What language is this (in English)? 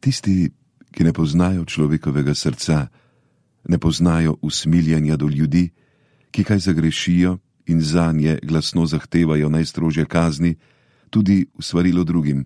Slovenian